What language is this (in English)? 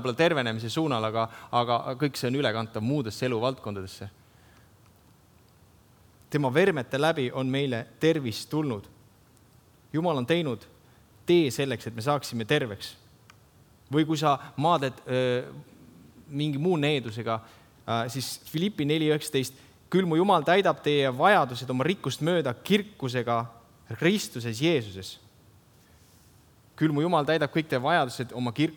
Estonian